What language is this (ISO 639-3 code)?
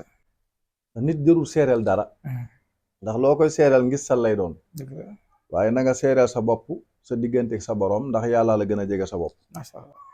wol